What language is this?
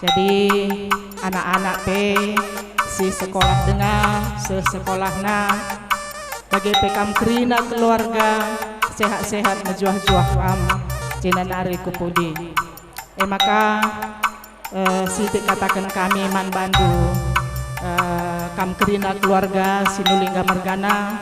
Batak Karo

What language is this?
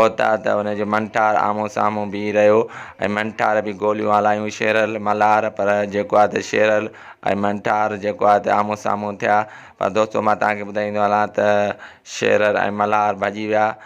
Sindhi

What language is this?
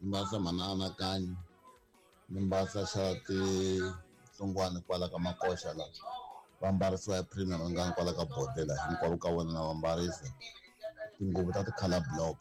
Tsonga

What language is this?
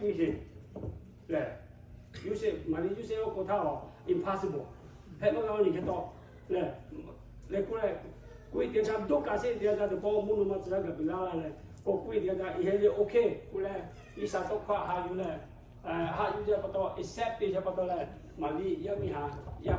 Lahu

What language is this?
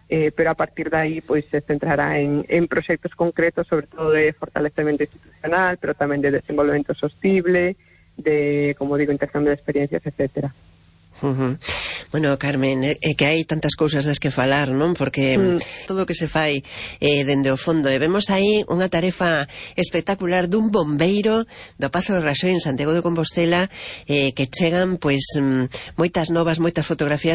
Galician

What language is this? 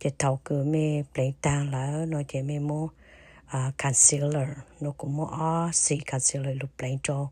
Hmong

